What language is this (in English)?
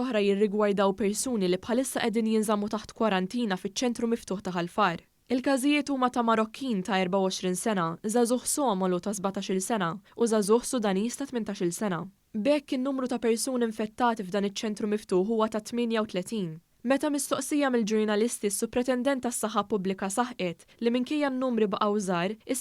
Maltese